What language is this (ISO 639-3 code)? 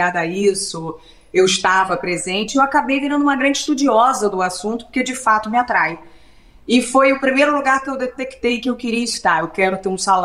por